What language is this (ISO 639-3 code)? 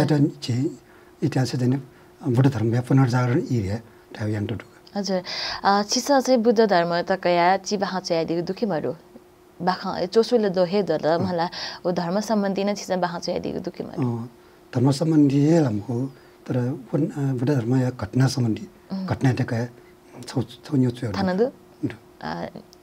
new